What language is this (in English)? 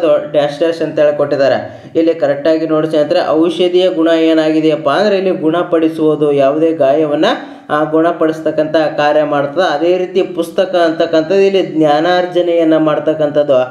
Kannada